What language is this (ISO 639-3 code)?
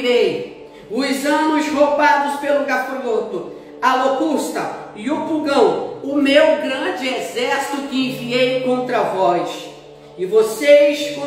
por